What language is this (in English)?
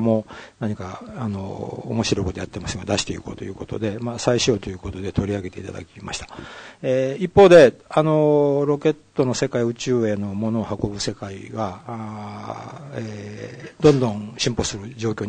Japanese